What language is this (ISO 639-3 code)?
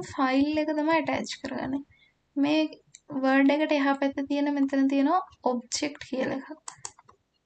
sin